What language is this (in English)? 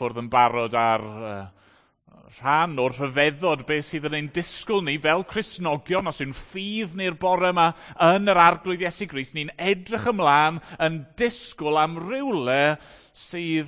Welsh